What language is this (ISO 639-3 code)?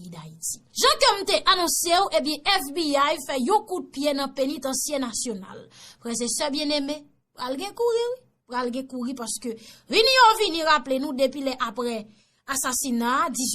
hat